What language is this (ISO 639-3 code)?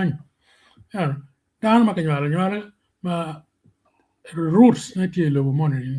ach